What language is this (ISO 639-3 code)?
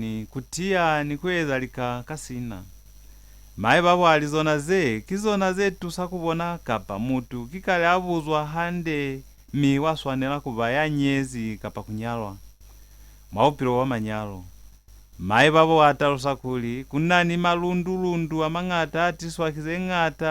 loz